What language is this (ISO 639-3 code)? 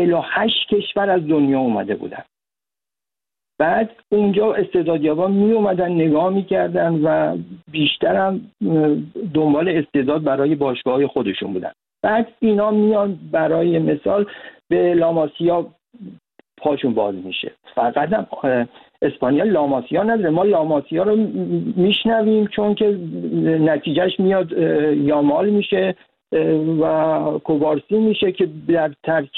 fas